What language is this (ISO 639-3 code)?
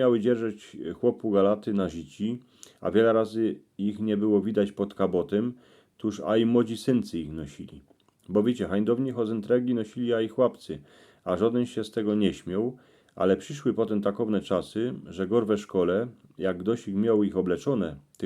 szl